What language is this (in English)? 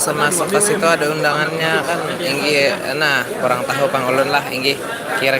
Banjar